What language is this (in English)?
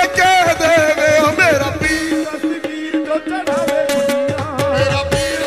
Punjabi